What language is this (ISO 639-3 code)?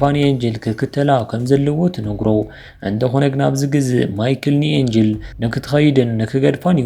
tir